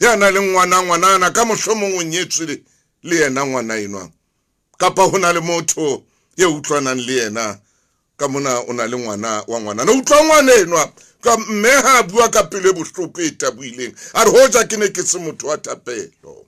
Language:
Southern Sotho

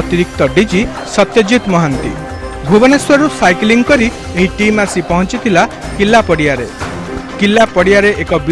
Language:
Odia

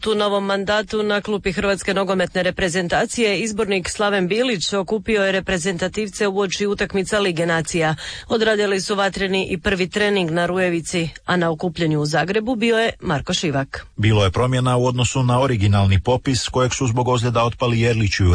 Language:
Croatian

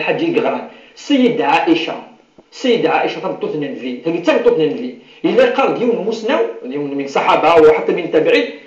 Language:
Kabyle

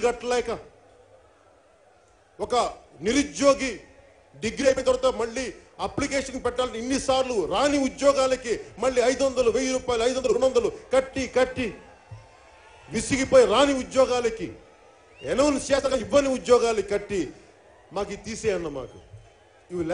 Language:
Telugu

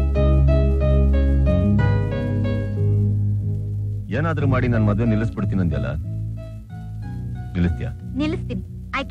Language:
Kannada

